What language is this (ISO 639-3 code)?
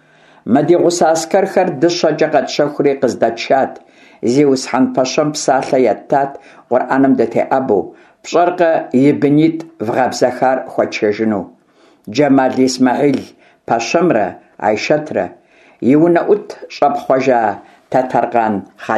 kbd